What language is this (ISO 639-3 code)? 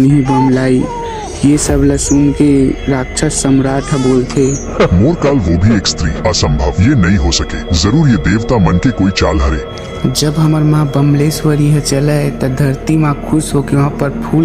hne